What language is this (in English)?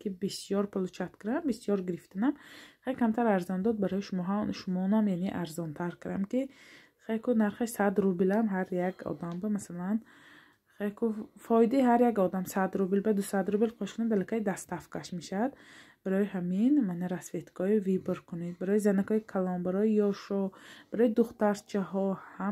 Tajik